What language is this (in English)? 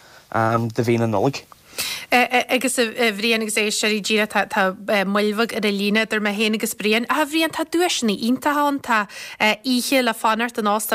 Irish